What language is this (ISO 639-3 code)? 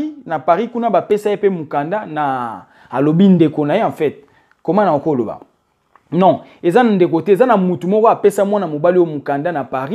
lin